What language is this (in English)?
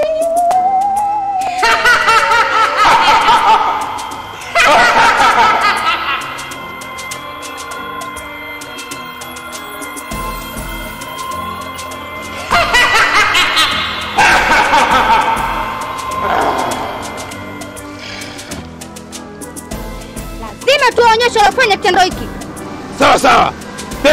Swahili